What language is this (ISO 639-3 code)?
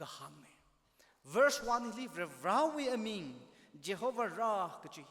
nmf